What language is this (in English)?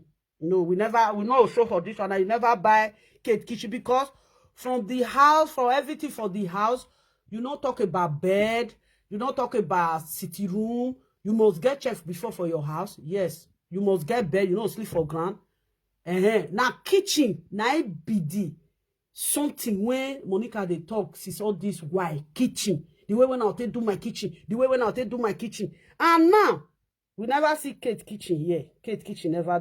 Nigerian Pidgin